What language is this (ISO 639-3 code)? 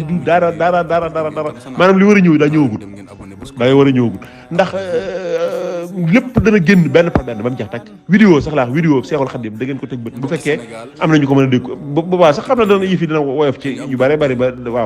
wol